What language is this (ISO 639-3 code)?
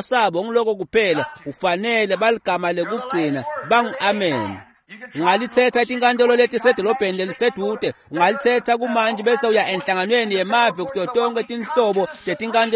ssw